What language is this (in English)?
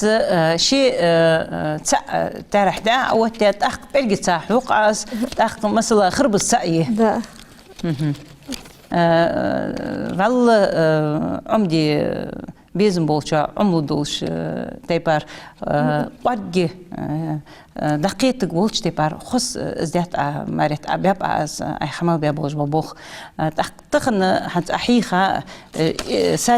Ingush